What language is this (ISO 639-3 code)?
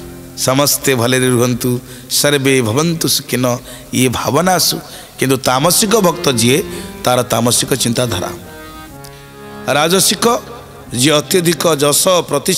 ori